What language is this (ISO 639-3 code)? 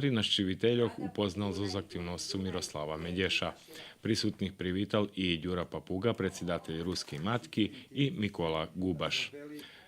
rue